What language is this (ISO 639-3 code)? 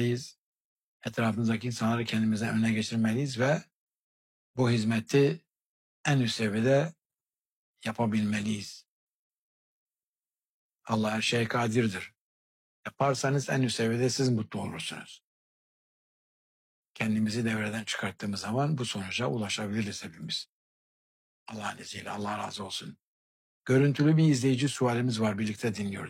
tur